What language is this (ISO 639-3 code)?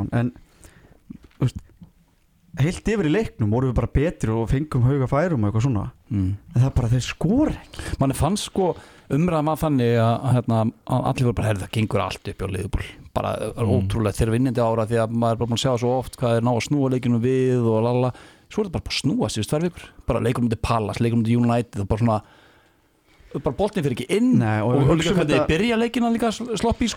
isl